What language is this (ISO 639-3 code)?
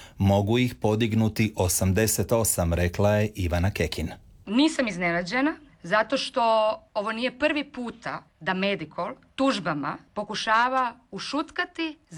hrv